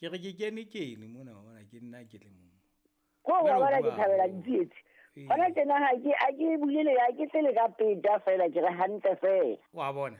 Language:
Southern Sotho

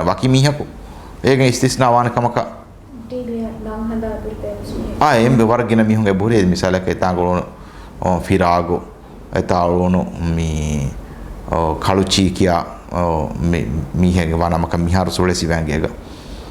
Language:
Divehi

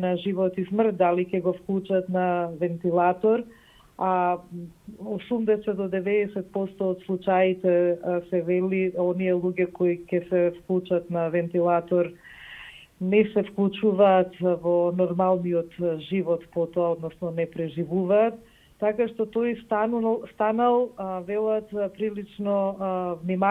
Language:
Macedonian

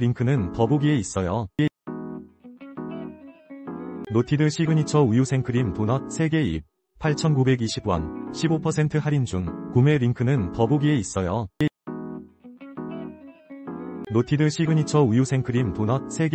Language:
Korean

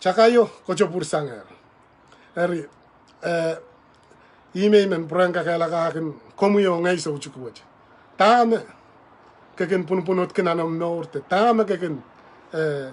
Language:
Pohnpeian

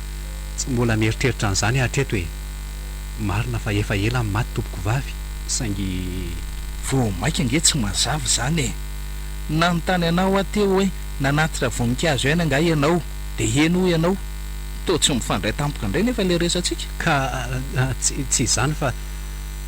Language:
Malagasy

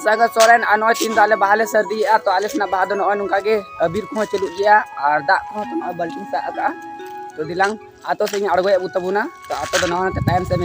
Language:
Santali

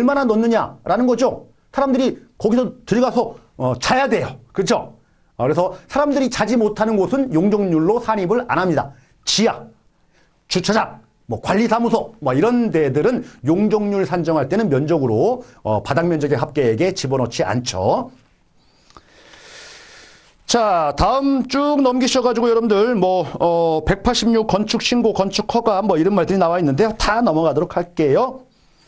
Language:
Korean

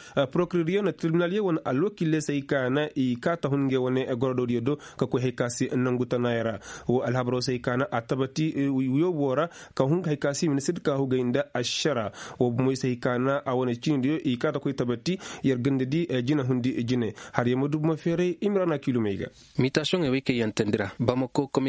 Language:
Koyraboro Senni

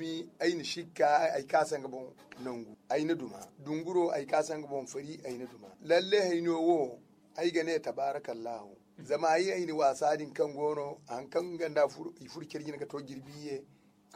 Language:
Zarma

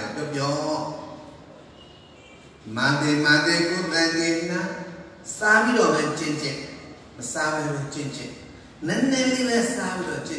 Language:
Burmese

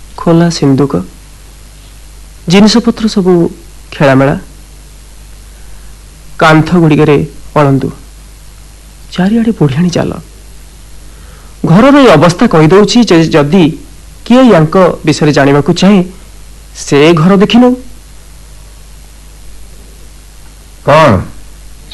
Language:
Odia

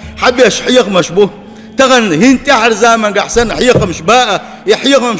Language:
Chechen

